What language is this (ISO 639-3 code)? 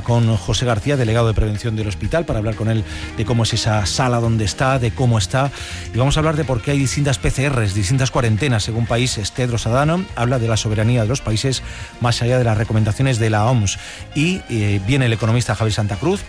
spa